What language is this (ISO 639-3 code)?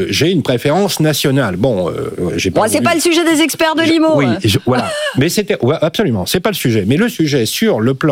fra